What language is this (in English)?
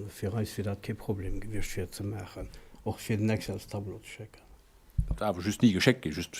Luxembourgish